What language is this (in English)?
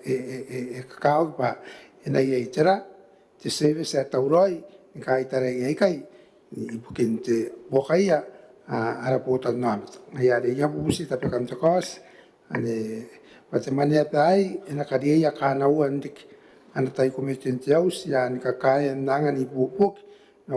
Gilbertese